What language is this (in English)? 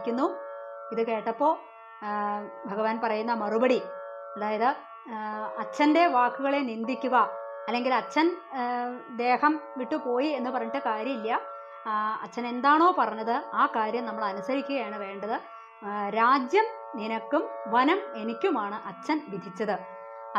Malayalam